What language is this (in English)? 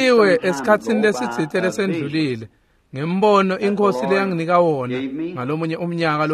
Swati